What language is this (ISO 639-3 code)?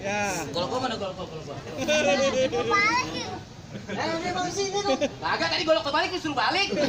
bew